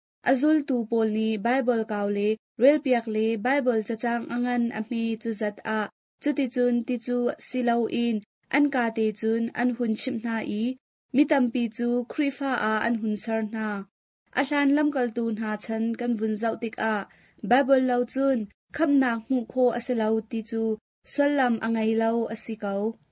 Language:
Hakha Chin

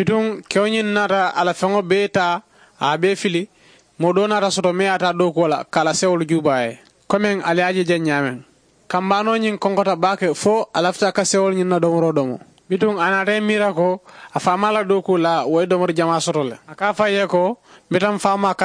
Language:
Mandingo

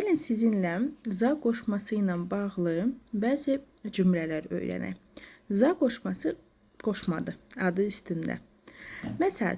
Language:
Azerbaijani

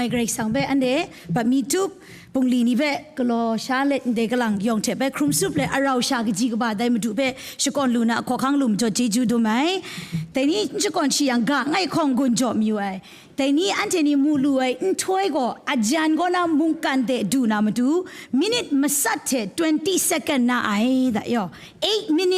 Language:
Kachin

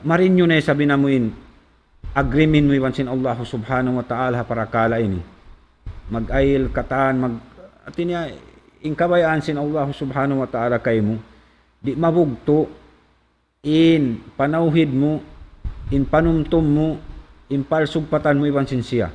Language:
Tausug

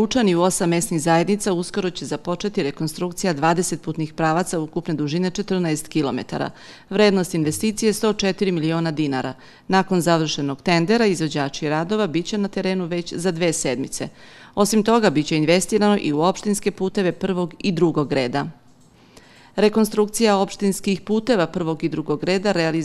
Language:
Serbian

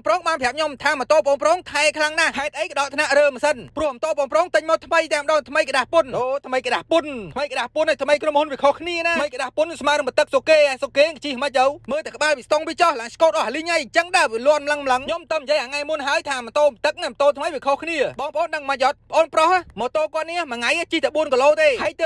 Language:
Khmer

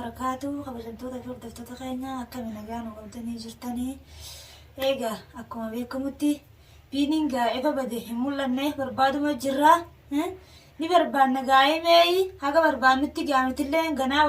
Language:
Oromo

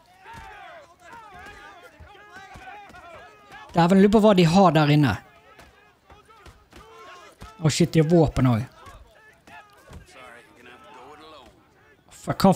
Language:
Norwegian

